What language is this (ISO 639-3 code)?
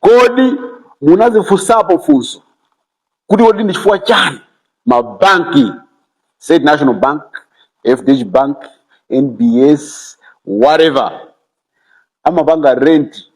nya